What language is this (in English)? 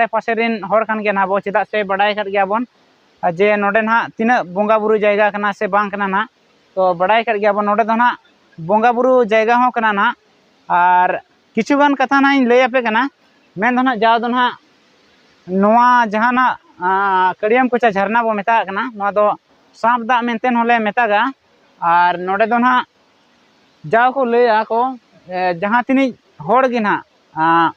Santali